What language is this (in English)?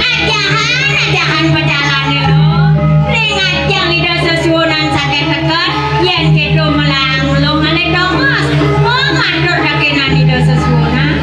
Balinese